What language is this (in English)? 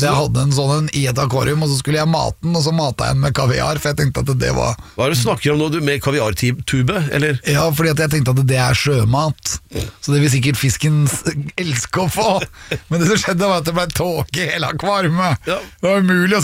Norwegian